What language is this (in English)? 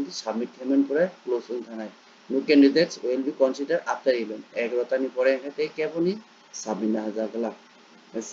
Kok Borok